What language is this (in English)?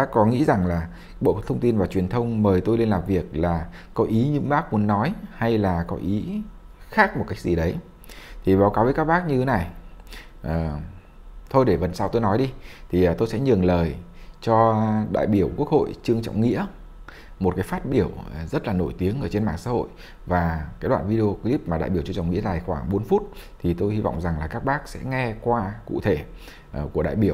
Vietnamese